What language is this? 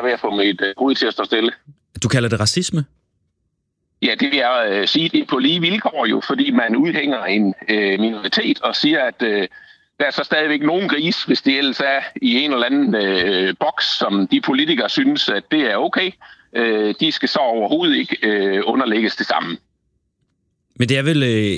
Danish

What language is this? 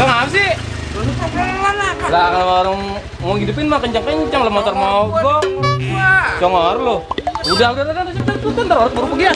Betawi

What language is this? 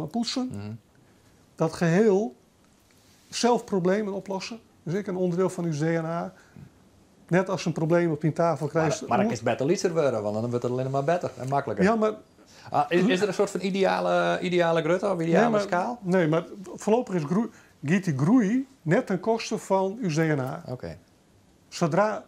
Western Frisian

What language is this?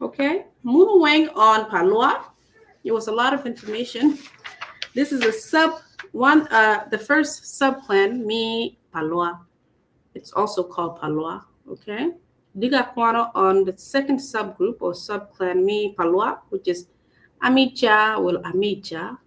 Acoli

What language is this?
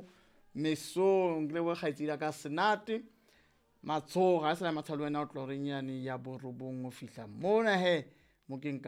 Southern Sotho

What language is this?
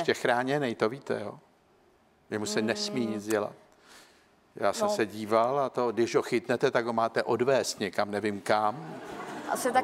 Czech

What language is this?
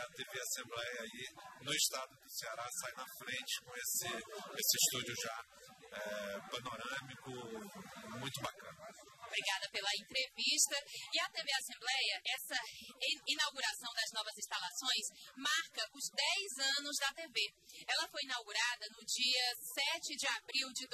Portuguese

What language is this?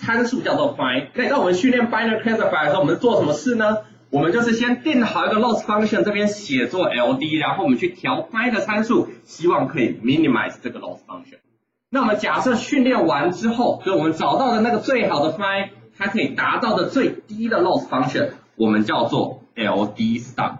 Chinese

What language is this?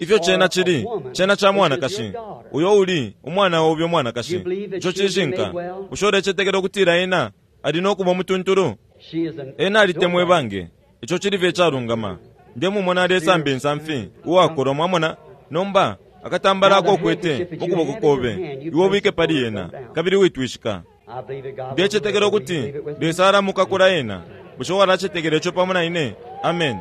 Bemba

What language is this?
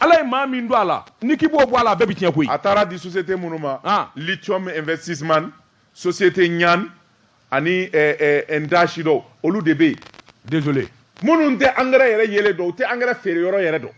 Bambara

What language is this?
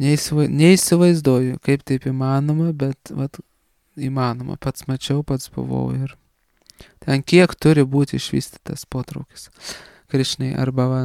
Lithuanian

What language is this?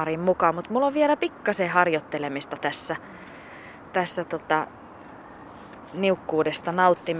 Finnish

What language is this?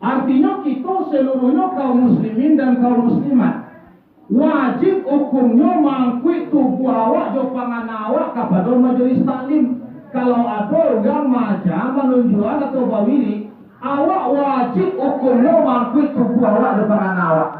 Minangkabau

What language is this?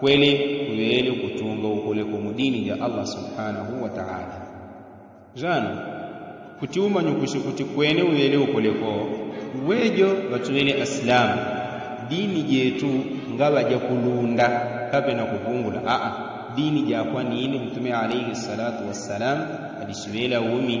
Yao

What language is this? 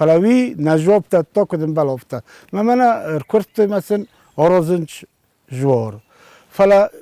Ossetic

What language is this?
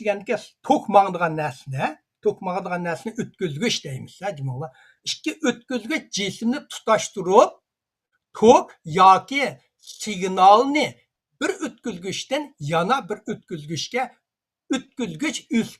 Uyghur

